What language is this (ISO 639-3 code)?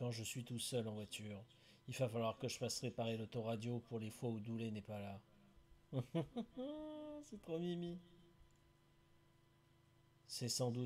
fra